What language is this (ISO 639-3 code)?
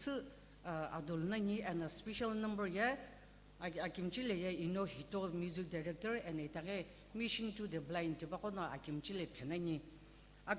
nsm